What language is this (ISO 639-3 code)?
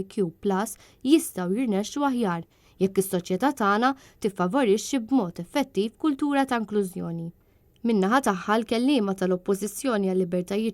mlt